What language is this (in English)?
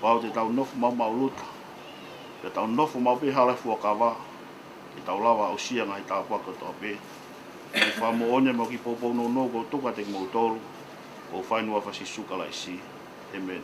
Tongan